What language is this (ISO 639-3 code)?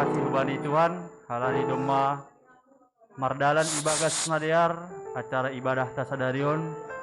bts